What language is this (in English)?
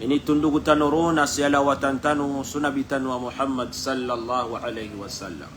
Maranao